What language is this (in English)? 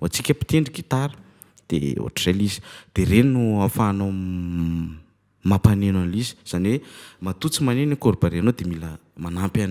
Malagasy